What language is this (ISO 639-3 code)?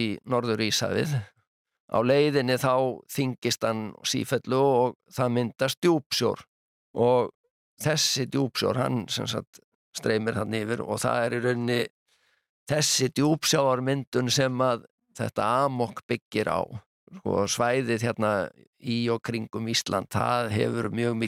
isl